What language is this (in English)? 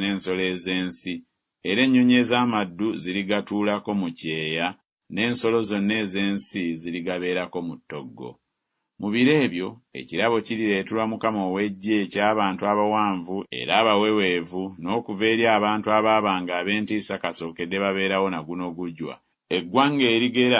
Ganda